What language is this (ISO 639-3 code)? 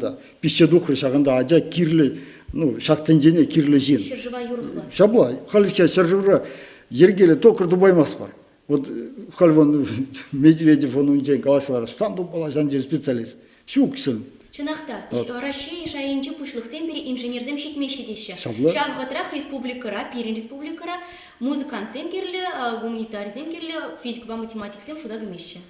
chv